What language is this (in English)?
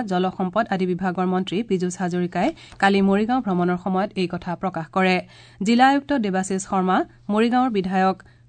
Assamese